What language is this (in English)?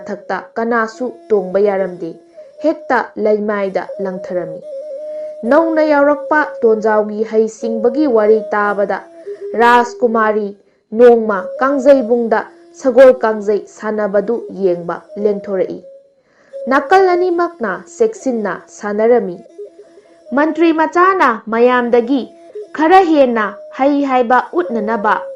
Manipuri